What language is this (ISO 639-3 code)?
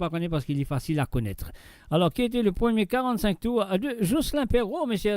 mfe